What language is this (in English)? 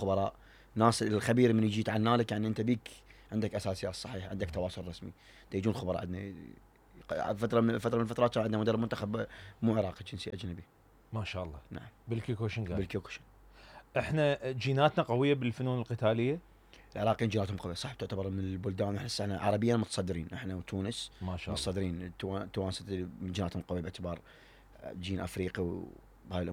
Mesopotamian Arabic